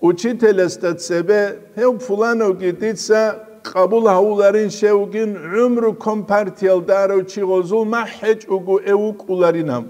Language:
Avaric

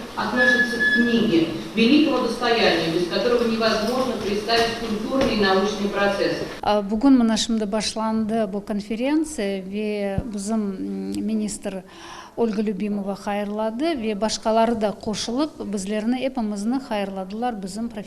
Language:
Crimean Tatar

